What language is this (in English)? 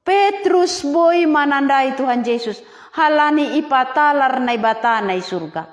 Batak Simalungun